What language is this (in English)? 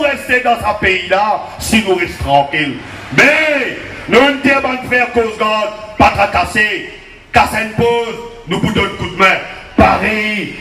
Morisyen